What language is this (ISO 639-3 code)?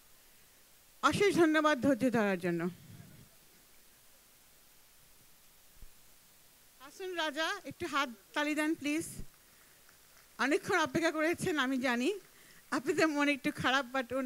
ben